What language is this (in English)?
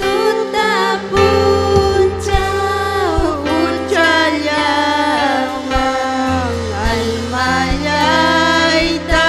Ayacucho Quechua